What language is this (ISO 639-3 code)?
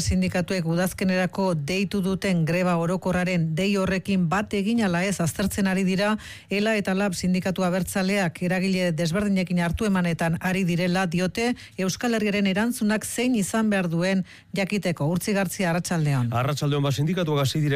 eus